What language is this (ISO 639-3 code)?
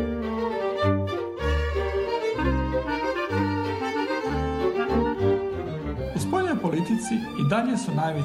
hrv